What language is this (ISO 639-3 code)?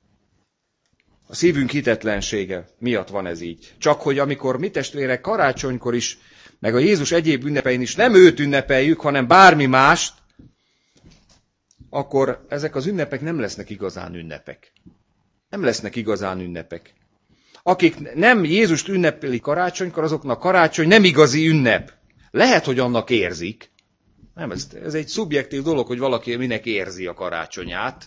hun